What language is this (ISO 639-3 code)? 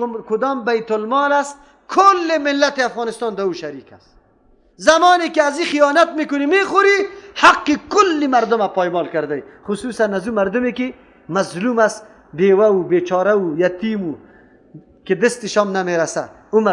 fas